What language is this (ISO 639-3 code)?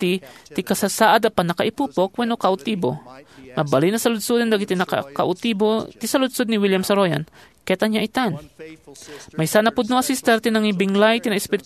ilo